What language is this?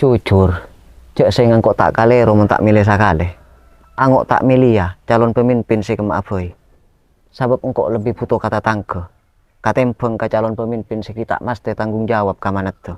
Madurese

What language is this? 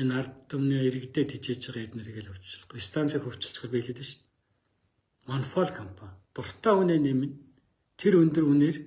Mongolian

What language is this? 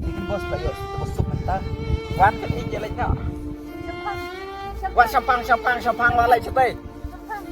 Khasi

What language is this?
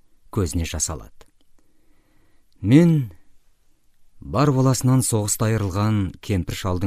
Kazakh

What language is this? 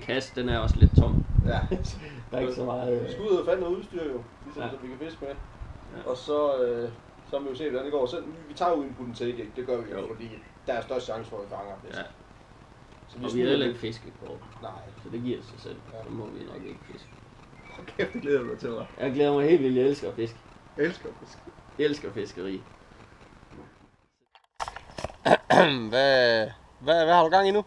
Danish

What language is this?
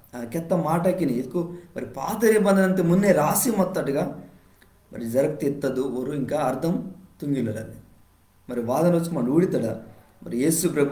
Koya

